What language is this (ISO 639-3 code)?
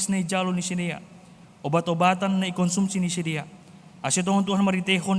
bts